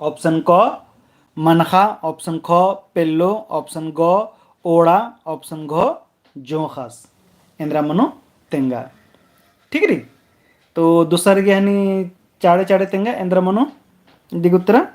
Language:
Kurukh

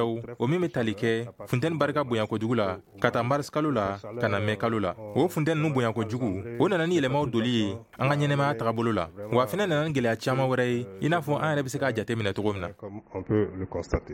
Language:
Bambara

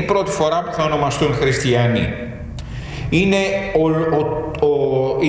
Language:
Greek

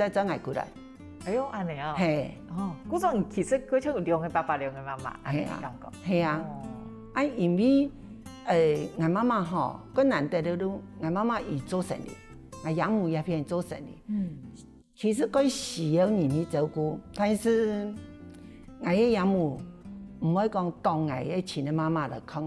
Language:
Hakka Chinese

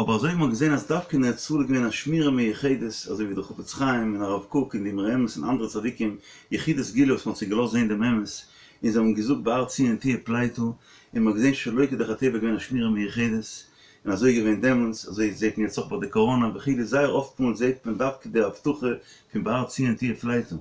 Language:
Yiddish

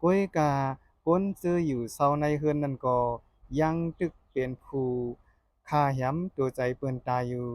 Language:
Shan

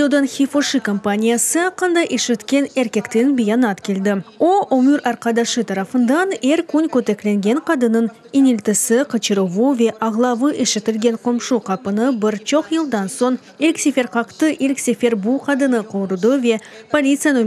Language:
Crimean Tatar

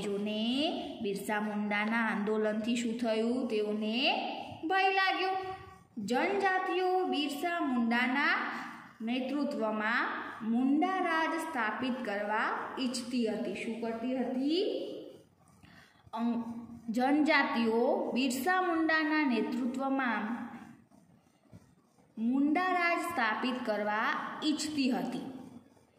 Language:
Gujarati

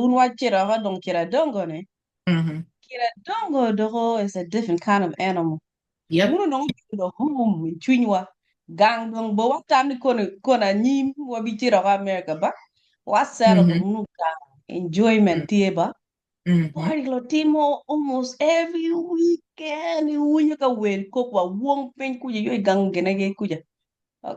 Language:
Acoli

